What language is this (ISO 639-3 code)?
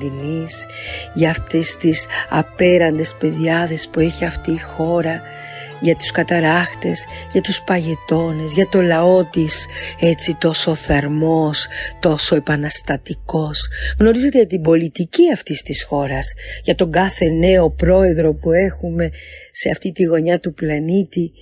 ell